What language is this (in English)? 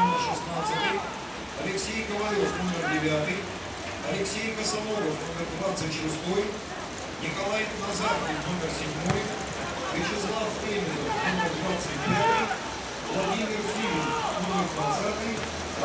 Russian